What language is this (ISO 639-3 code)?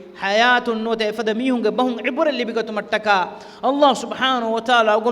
div